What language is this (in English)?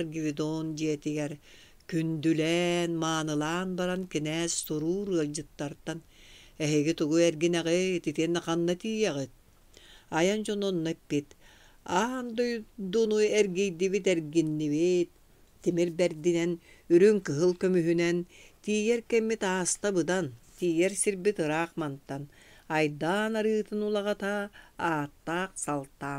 Yakut